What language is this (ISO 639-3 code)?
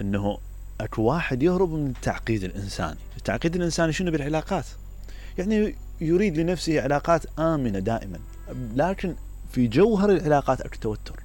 acm